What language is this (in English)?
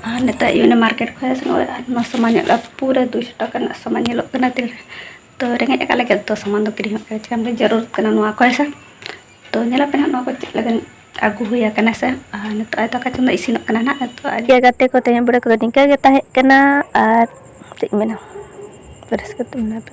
Santali